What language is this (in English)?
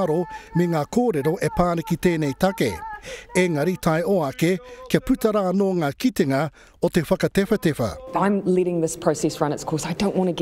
Māori